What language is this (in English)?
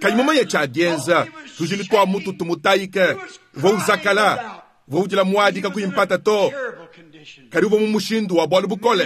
Luba-Lulua